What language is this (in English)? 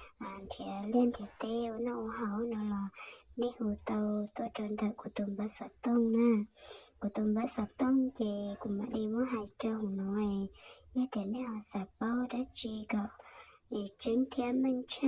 Hmong